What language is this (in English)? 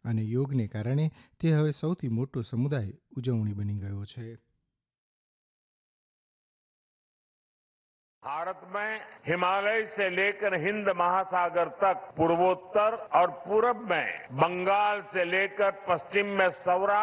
Gujarati